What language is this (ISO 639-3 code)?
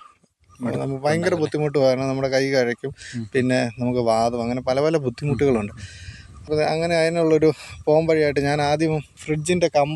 mal